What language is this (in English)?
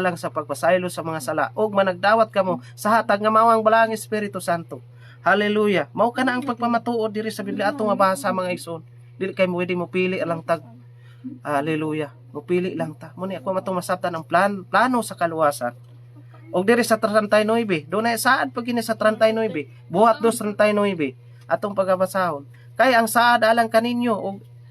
Cebuano